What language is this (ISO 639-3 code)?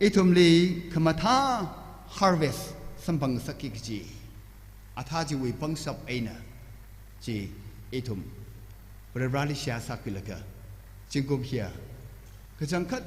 nmf